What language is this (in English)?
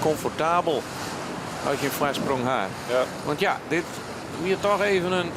Western Frisian